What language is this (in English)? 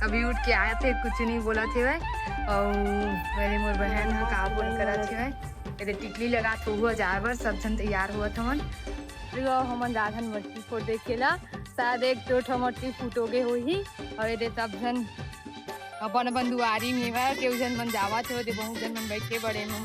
Chhattisgarhi